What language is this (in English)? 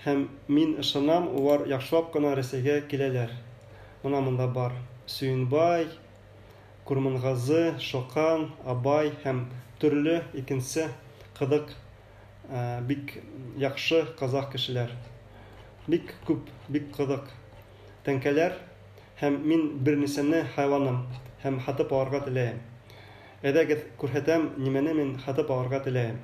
Bashkir